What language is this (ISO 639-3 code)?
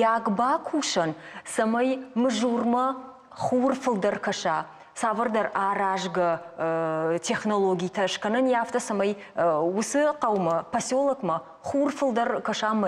oss